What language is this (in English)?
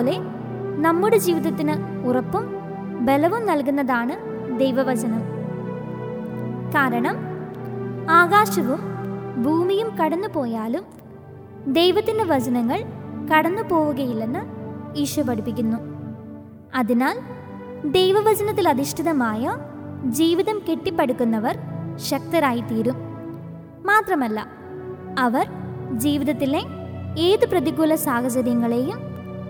Malayalam